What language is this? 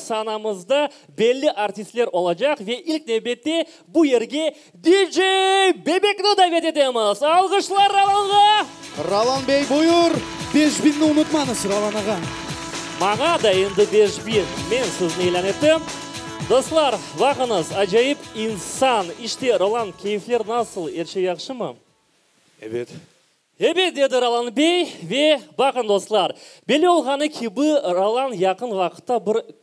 Crimean Tatar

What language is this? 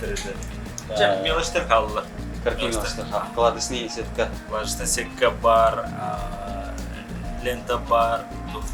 Yakut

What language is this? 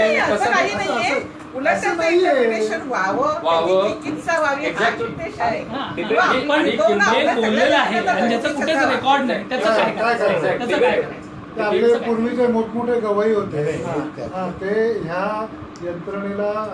Marathi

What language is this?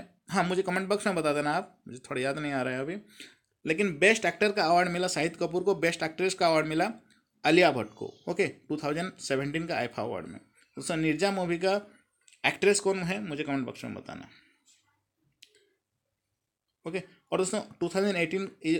Hindi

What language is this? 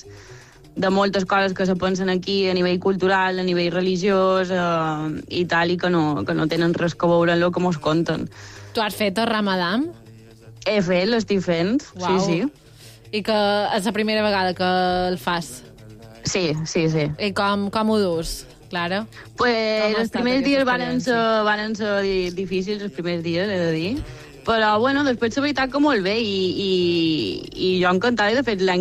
Catalan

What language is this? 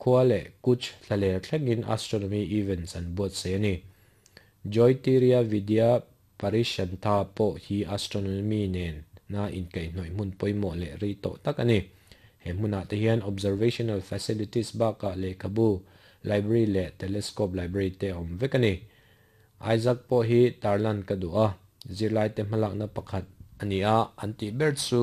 Mizo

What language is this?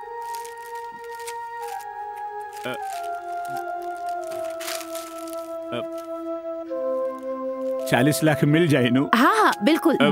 Bhojpuri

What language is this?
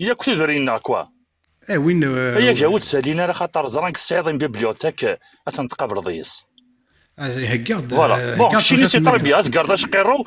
Kabyle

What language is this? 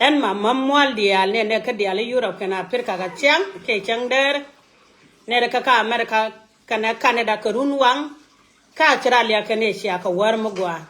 Nuer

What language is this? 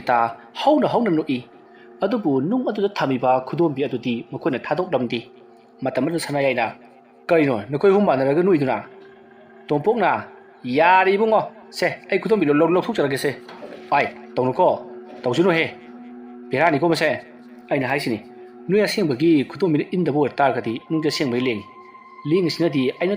Manipuri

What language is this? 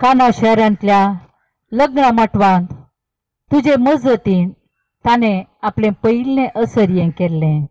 Konkani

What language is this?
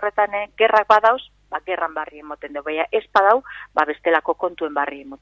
Basque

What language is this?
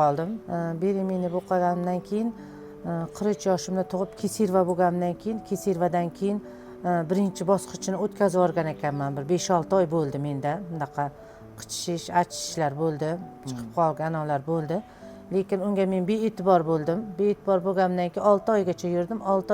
Uzbek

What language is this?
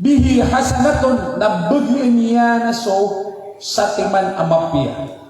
Maranao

